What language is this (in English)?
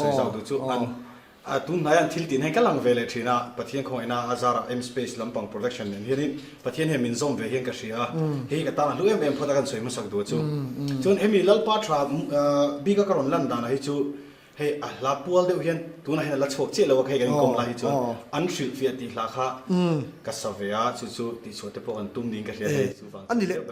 Mizo